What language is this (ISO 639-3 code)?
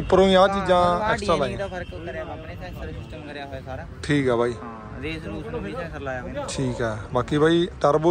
pan